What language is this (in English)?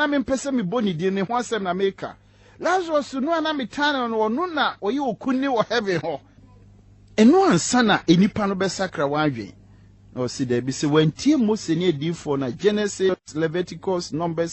Akan